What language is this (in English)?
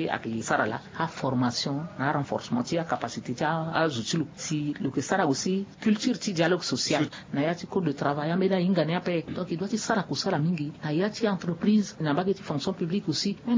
Sango